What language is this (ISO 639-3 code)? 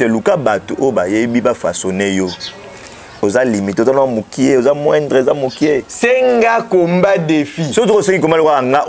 lin